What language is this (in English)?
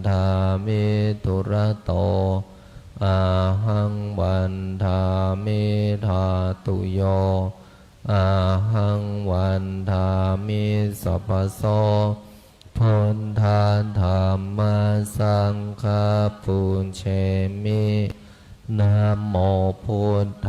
Pali